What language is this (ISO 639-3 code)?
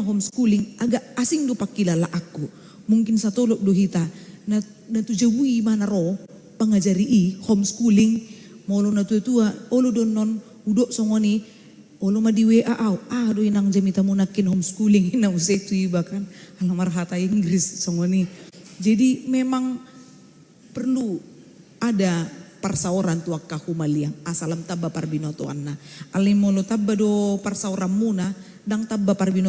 bbc